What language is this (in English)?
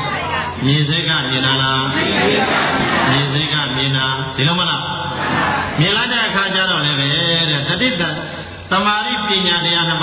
Burmese